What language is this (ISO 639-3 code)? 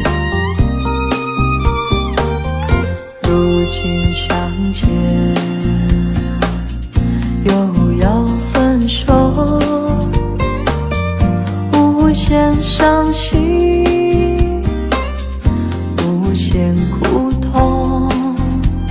zho